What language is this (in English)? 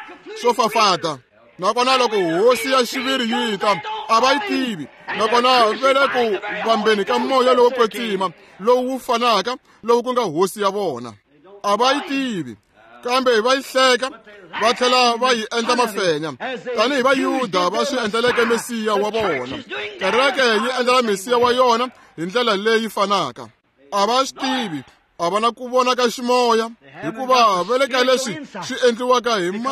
Tsonga